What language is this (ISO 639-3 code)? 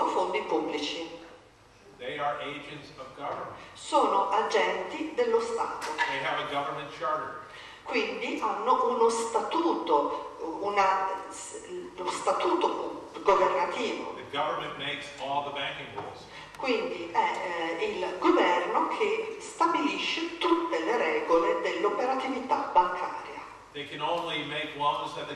ita